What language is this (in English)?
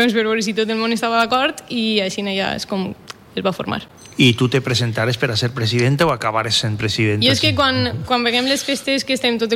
Catalan